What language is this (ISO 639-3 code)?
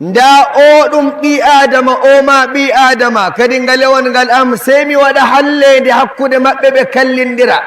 ful